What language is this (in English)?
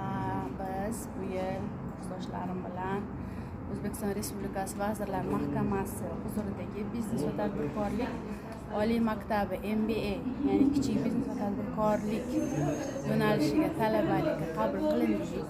Uzbek